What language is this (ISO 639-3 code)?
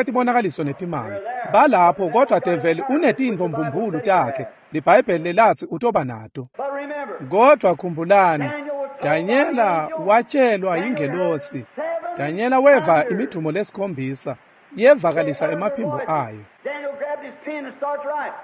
ssw